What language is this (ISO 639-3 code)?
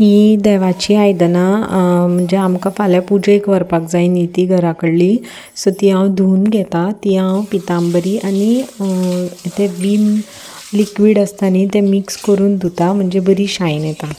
kok